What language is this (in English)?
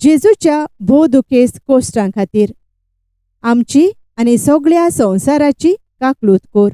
Konkani